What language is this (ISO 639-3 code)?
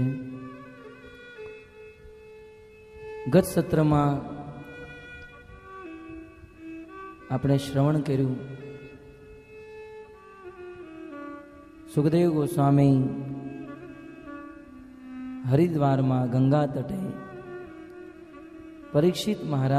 guj